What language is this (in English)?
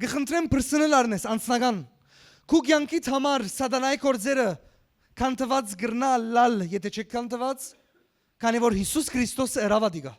Western Armenian